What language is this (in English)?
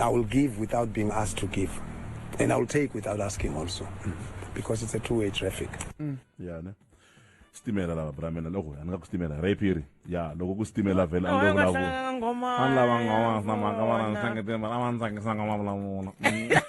Tsonga